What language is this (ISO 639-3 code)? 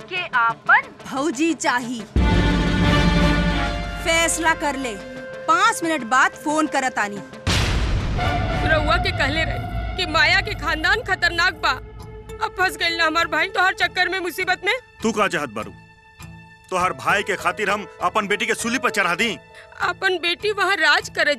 bho